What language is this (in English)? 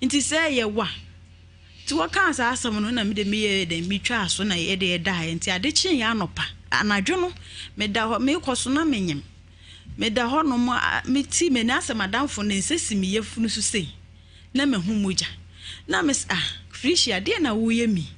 Akan